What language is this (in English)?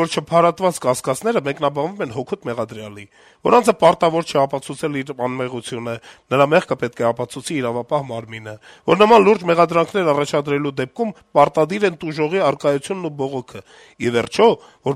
Armenian